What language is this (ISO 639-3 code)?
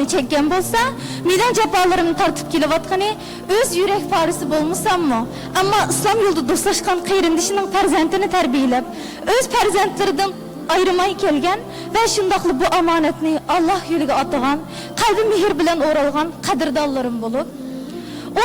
uig